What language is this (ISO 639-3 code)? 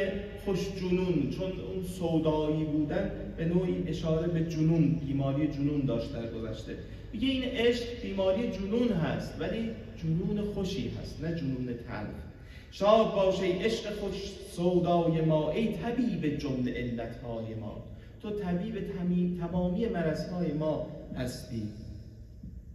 fas